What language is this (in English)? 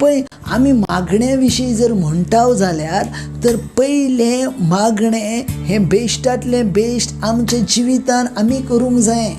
Konkani